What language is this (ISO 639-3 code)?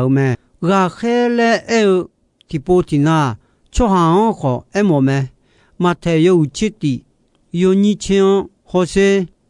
ahk